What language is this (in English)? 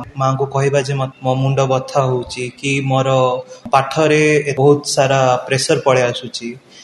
Odia